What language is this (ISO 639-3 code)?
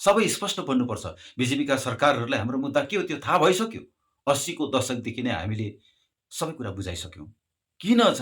nep